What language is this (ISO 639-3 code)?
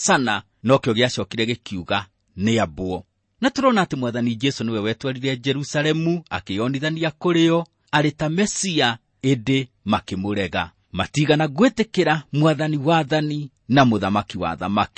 kik